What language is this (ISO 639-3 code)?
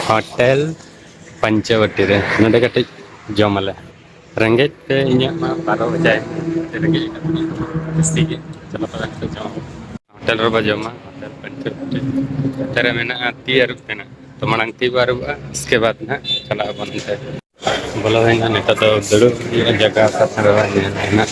sat